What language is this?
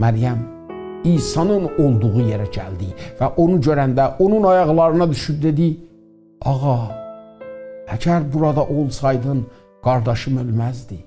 South Azerbaijani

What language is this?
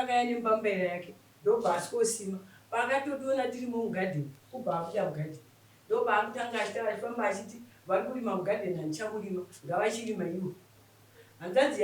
Shona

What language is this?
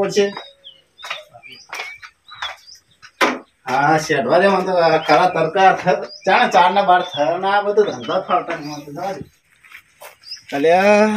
Gujarati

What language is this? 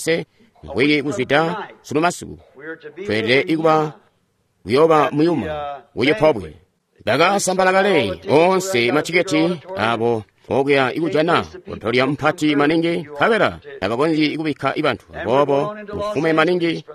Tonga (Zambia)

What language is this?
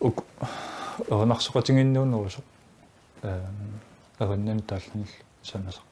Kalaallisut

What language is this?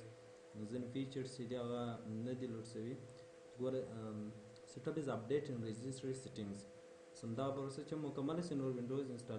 Pashto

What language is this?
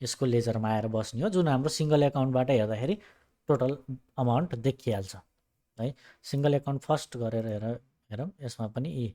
Nepali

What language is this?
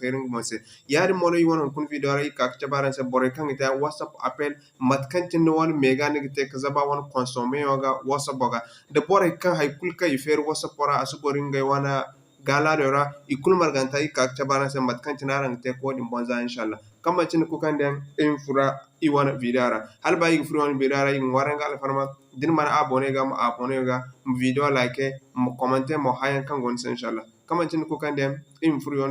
Zarma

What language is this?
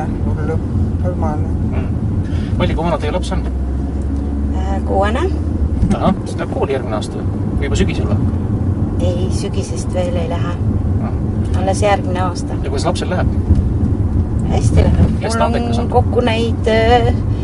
Estonian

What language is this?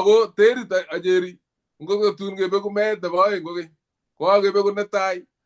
Kalenjin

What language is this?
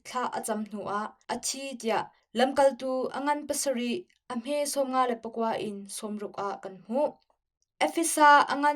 Hakha Chin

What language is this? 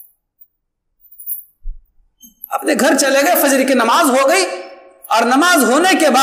Urdu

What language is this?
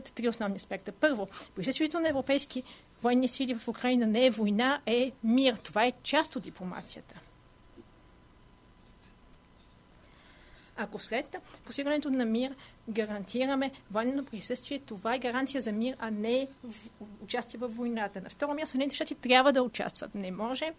Bulgarian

